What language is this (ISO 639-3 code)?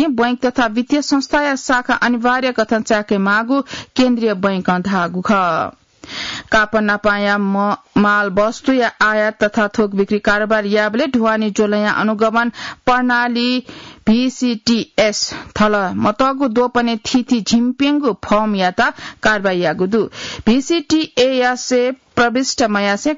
new